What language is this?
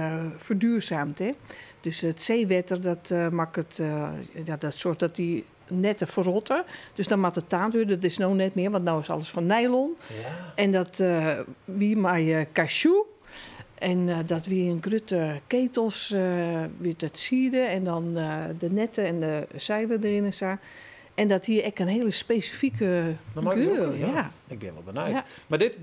Western Frisian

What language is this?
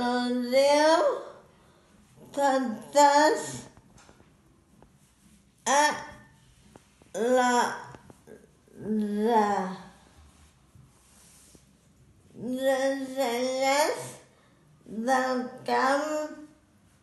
Catalan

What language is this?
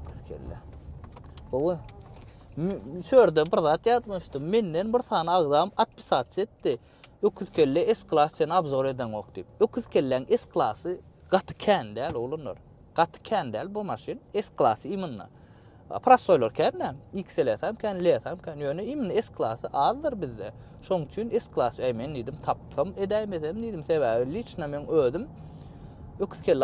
Turkmen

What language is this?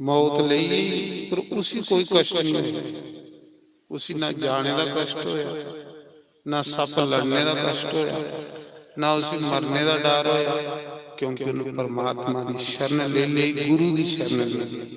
Dogri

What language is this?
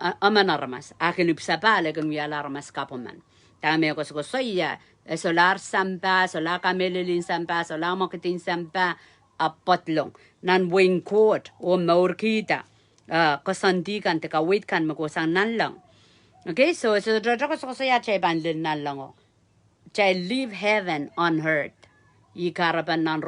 Pohnpeian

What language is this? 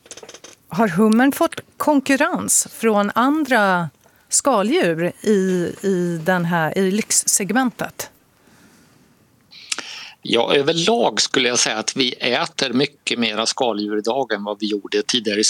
Swedish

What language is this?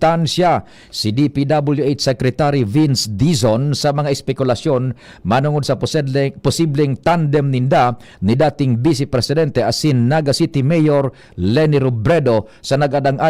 Bikol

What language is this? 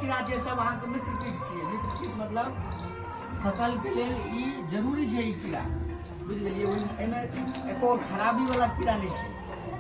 Maithili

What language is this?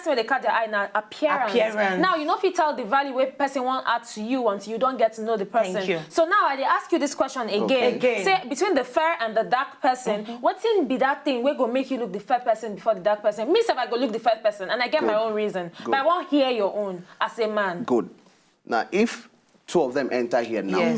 Nigerian Pidgin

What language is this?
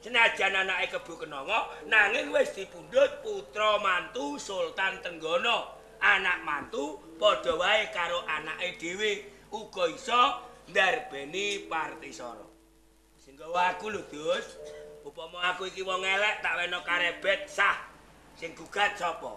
Javanese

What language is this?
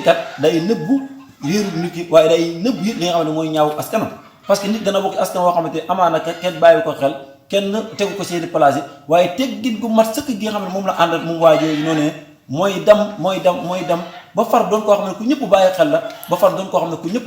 Wolof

